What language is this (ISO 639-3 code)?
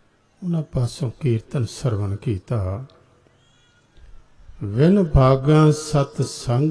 pan